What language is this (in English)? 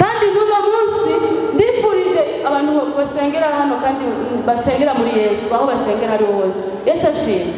Rundi